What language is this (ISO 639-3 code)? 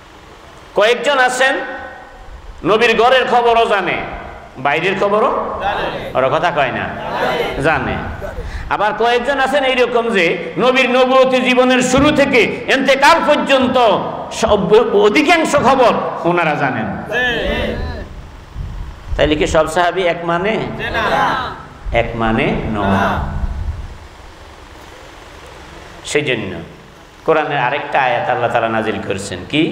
ben